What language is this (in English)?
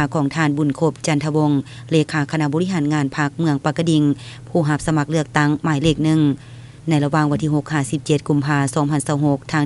Lao